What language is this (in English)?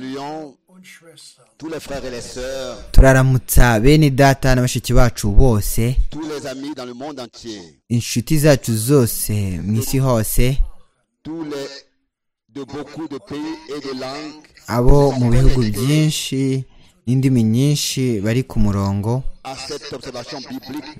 Kinyarwanda